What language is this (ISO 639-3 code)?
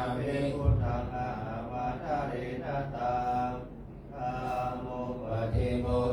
pli